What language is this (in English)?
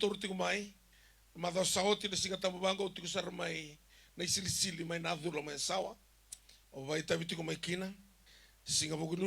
Fijian